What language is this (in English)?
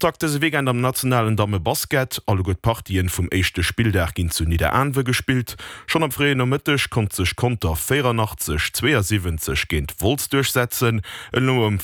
Luxembourgish